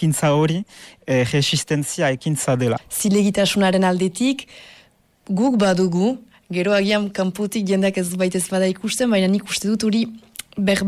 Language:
Basque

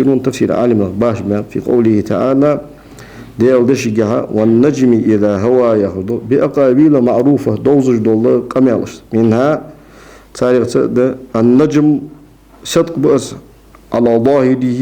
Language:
Ingush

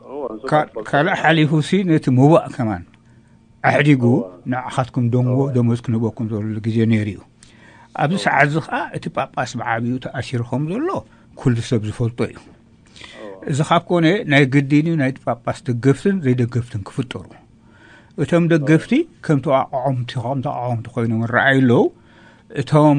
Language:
Tigrinya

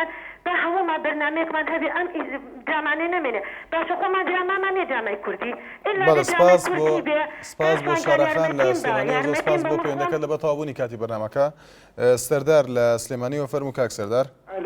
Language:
Central Kurdish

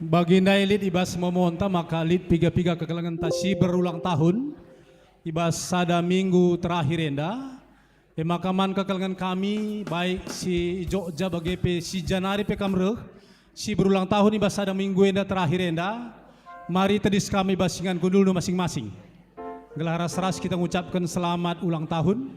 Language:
Batak Karo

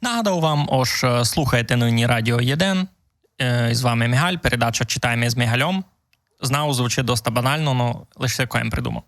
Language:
Rusyn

